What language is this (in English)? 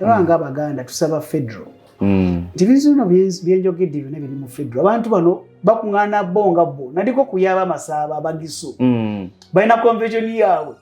Ganda